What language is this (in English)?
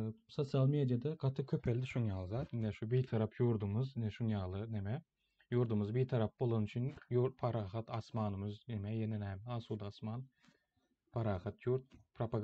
Turkmen